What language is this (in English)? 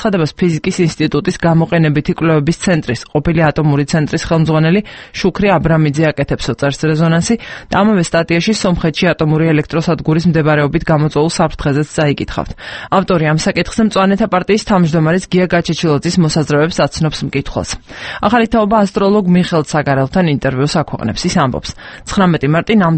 Georgian